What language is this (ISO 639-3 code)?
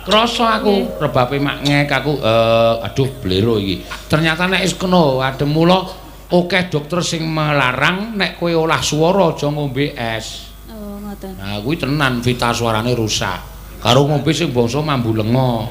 jav